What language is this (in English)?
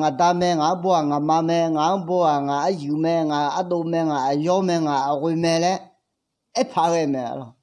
Akha